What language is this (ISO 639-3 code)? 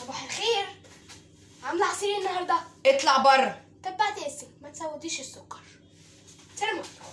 arz